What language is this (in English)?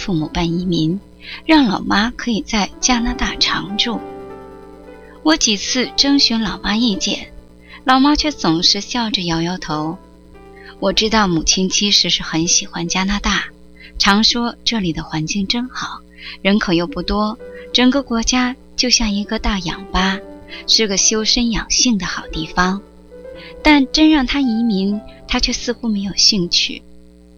Chinese